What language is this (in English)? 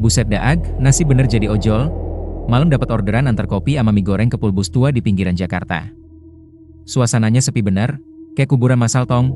Betawi